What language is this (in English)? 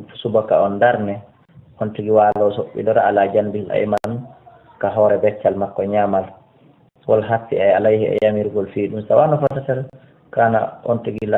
Fula